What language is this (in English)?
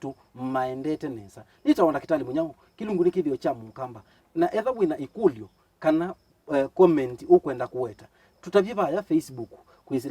Kamba